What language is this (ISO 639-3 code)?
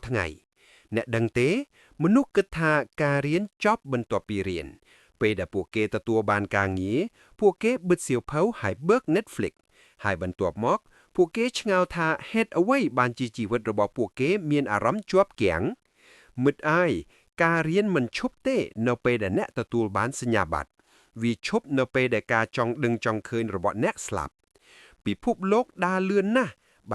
khm